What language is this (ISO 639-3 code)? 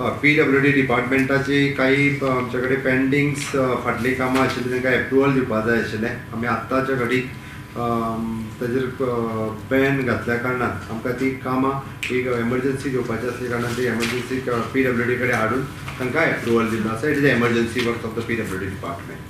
kok